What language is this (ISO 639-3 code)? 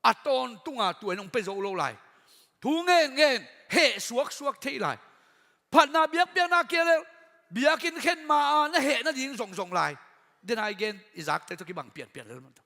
ctd